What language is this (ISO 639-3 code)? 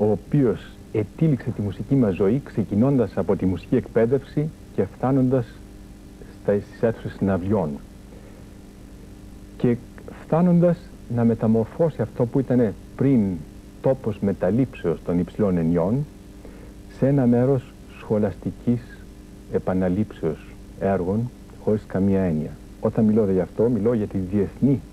ell